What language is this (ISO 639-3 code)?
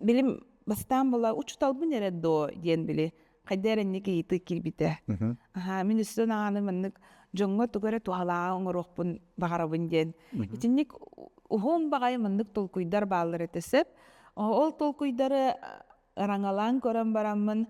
sah